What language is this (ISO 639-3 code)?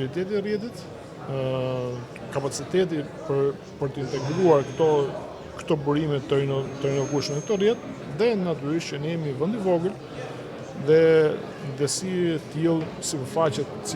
sqi